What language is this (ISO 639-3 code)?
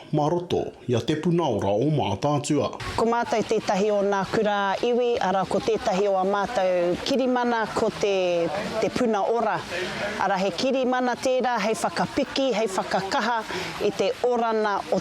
mri